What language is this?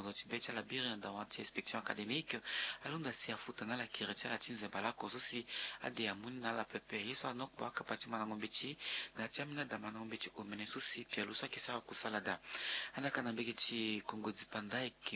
Sango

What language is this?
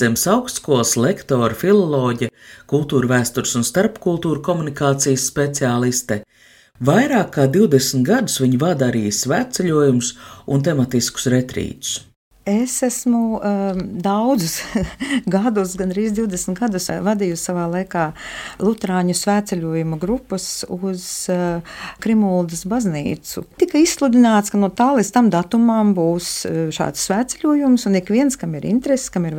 Latvian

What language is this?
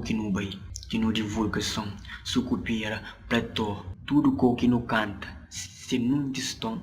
Kabuverdianu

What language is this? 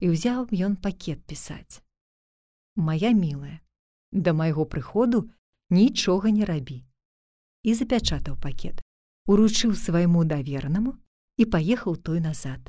Belarusian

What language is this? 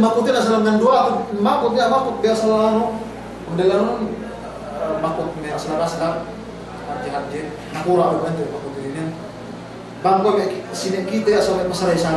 Yakan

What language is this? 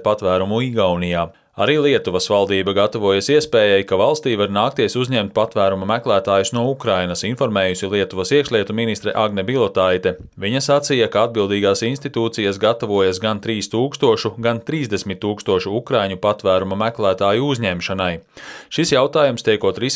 Latvian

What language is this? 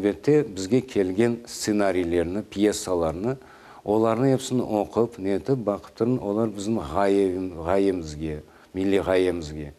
Crimean Tatar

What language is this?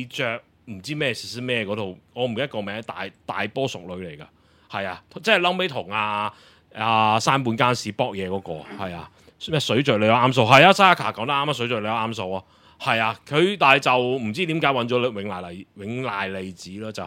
Cantonese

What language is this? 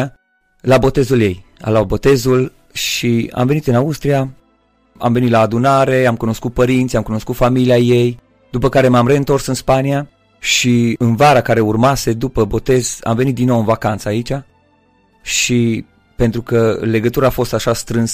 Romanian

